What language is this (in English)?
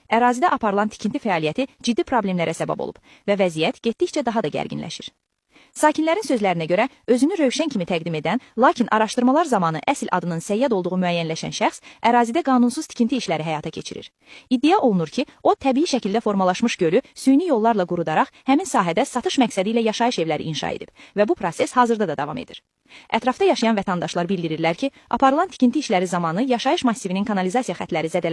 Azerbaijani